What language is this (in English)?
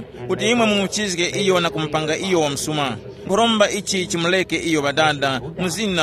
Tumbuka